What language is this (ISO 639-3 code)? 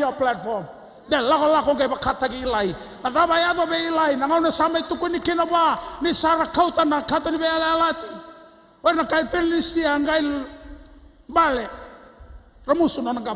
fij